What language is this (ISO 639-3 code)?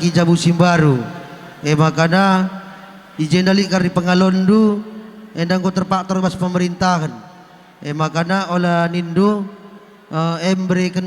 btx